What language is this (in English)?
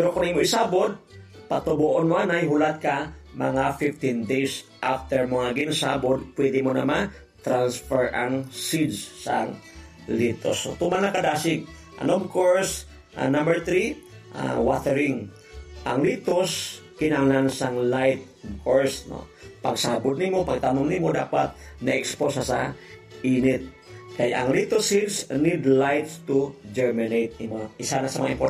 Hiligaynon